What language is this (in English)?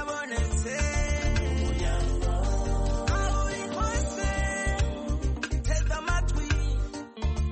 Kinyarwanda